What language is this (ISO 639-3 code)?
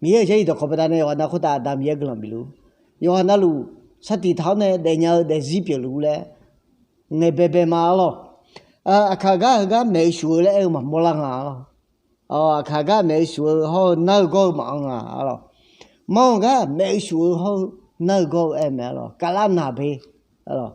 ahk